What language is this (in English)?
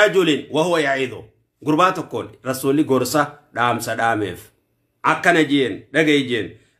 Oromo